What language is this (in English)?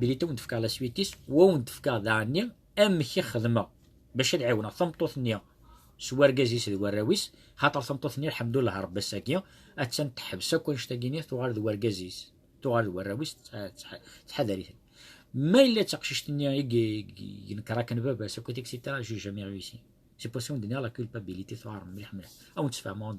Kabyle